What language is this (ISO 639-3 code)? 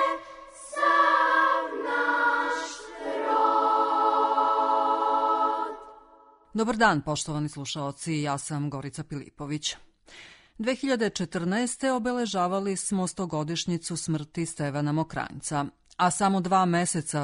srp